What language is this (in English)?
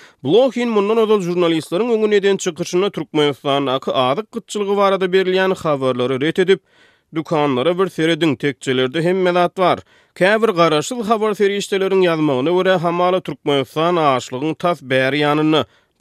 Turkmen